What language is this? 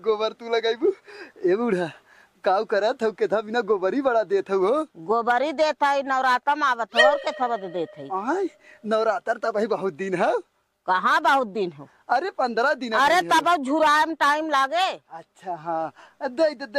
Awadhi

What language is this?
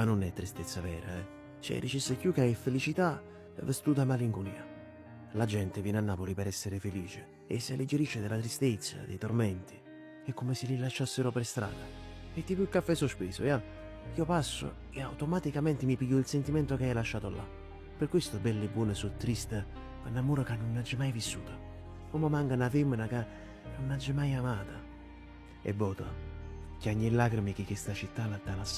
Neapolitan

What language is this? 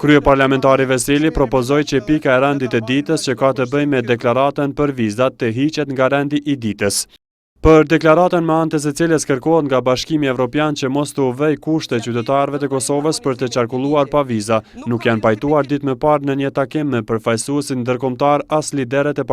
Albanian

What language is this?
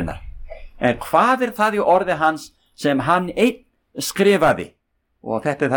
Icelandic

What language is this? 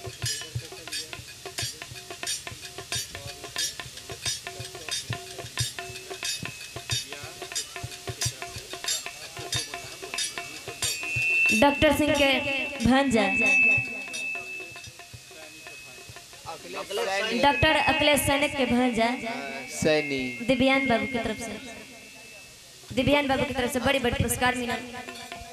Bhojpuri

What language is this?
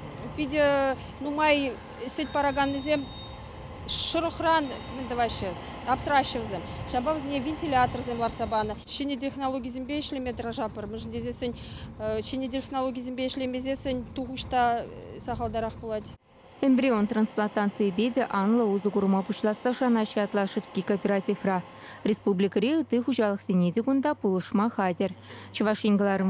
Chuvash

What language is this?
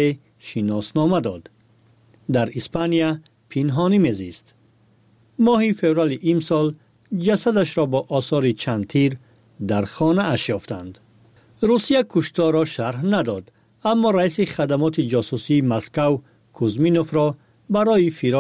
Persian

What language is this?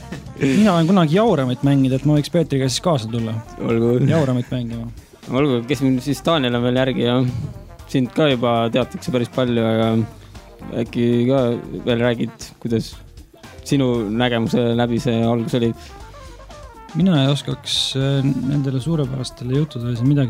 Estonian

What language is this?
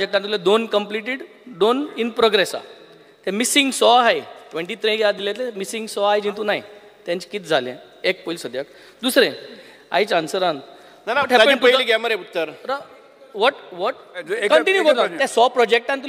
Konkani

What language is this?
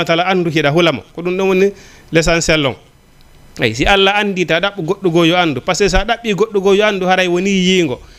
Fula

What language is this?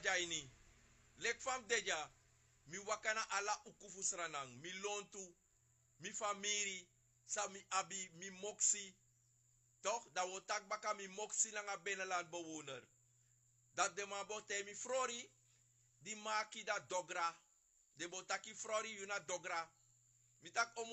Sranan Tongo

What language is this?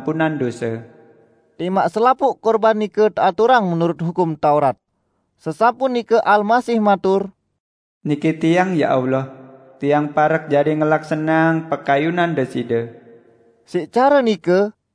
Sasak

